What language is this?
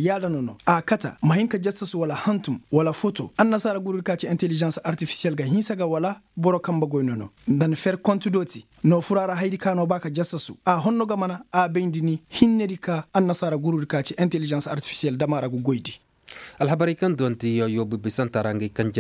Koyraboro Senni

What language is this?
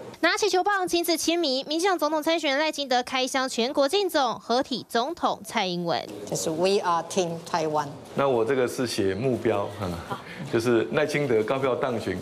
Chinese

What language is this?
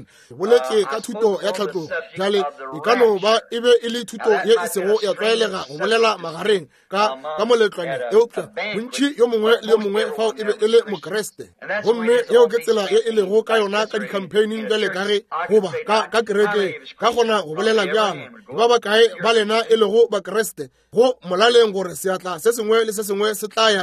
Northern Sotho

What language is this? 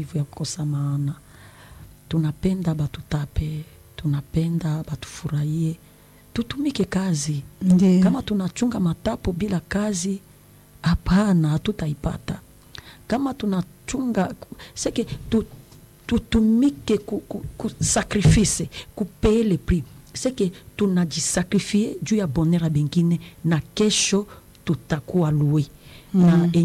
Swahili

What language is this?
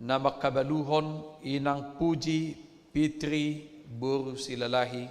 Batak Toba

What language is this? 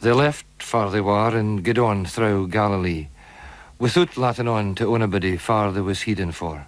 Scots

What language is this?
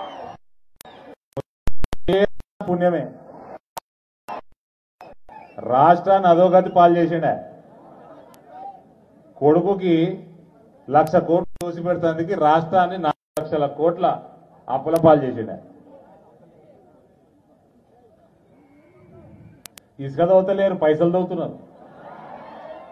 Telugu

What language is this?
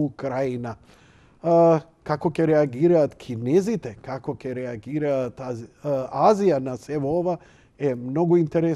Macedonian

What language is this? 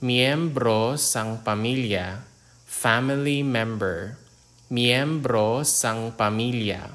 Hiligaynon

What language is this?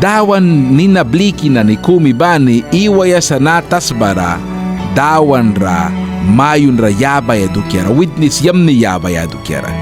Mískito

